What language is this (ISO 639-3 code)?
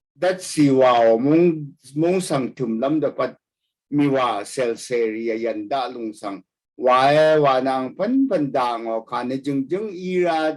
raw